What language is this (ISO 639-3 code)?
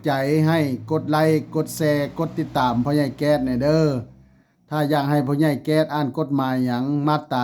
lao